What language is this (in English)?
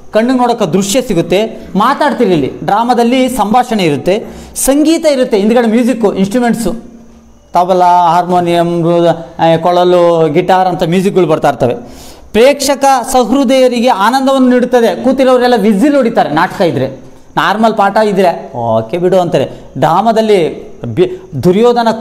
Kannada